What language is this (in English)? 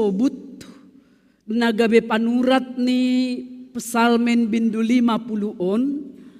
Batak Simalungun